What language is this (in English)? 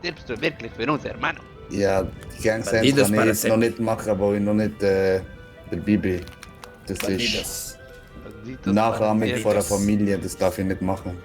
Swiss German